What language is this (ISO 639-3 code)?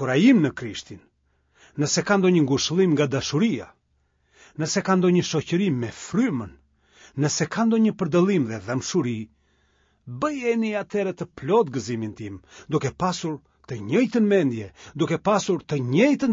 sqi